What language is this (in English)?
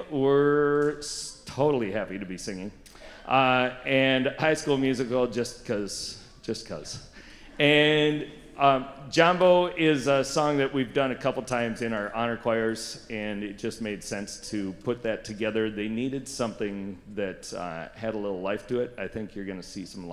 English